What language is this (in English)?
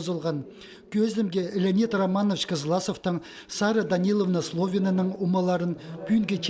Khakas